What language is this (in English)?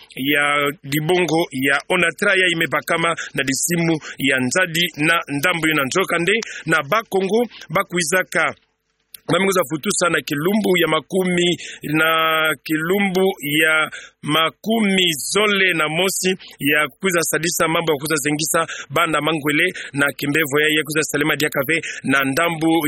Kituba (Democratic Republic of Congo)